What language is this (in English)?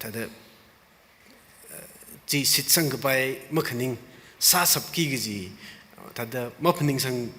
Tangkhul Naga (India)